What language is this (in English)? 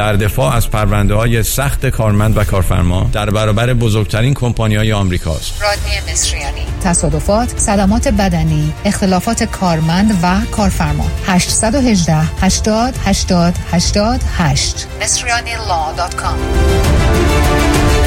Persian